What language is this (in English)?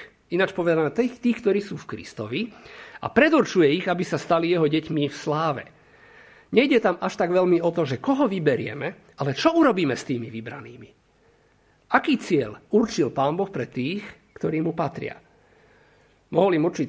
Slovak